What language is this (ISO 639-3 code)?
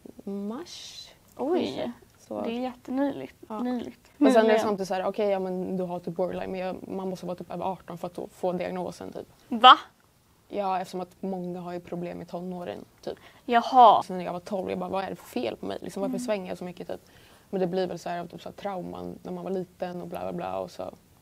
swe